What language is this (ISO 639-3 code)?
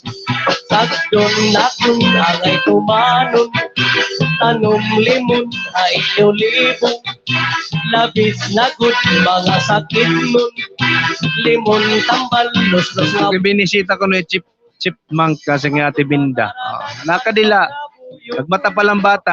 war